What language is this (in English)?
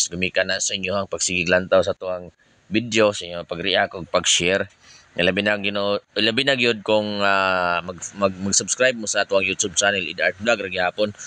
Cebuano